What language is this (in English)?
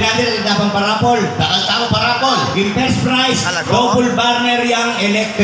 Pampanga